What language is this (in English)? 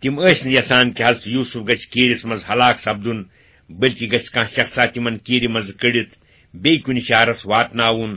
Kashmiri